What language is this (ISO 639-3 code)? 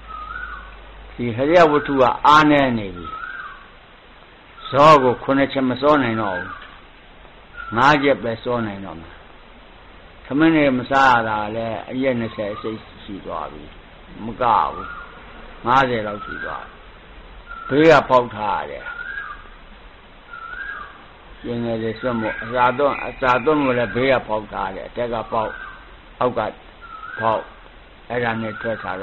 mya